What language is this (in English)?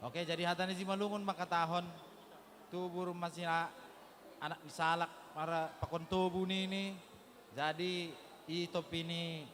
Batak Simalungun